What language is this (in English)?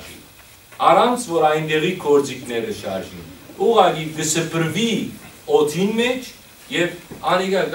Western Armenian